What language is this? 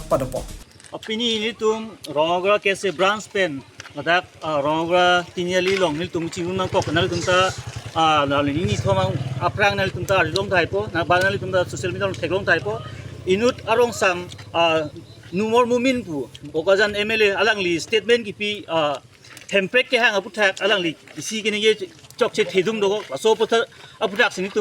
Karbi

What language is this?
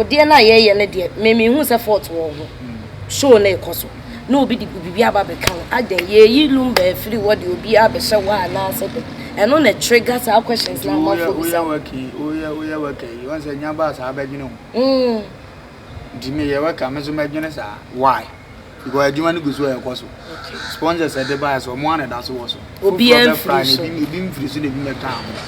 Akan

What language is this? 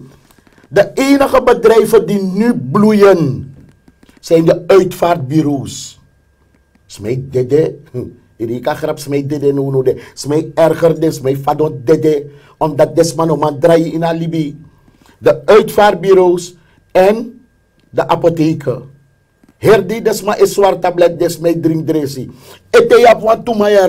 Sranan Tongo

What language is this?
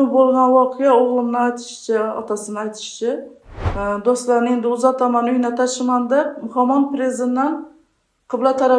Uzbek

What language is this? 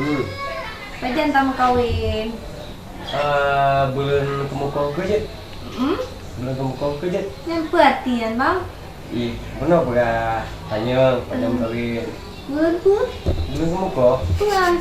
Achinese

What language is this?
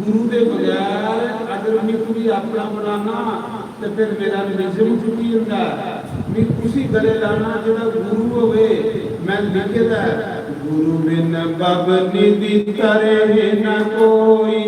Dogri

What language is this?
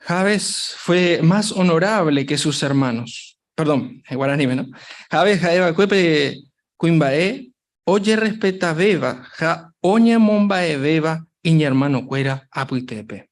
Guarani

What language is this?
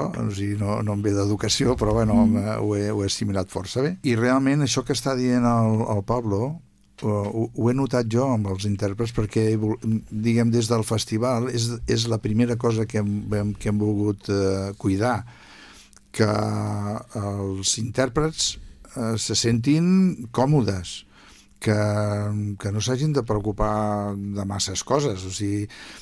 Catalan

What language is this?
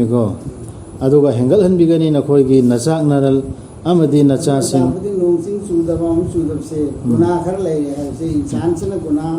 Manipuri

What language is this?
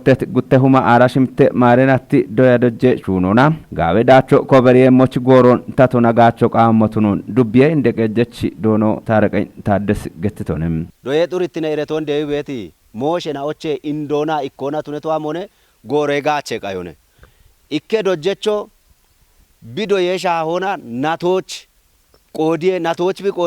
Kafa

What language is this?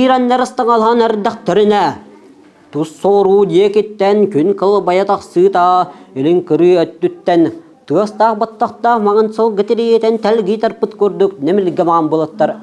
Yakut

